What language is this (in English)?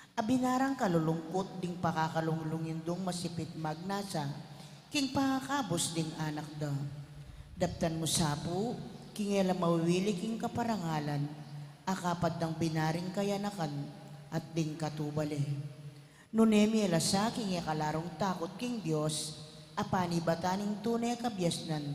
Pampanga